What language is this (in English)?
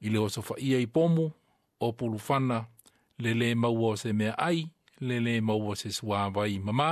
Samoan